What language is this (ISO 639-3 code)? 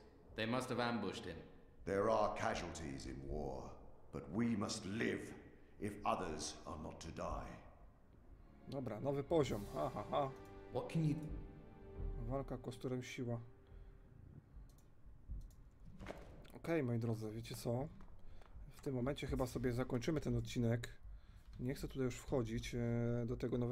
pol